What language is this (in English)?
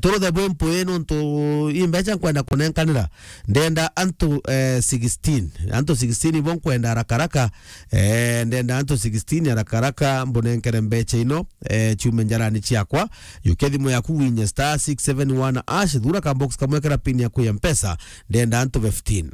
Meru